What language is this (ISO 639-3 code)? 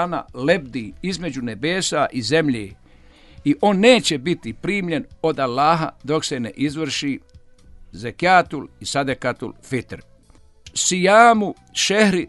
bos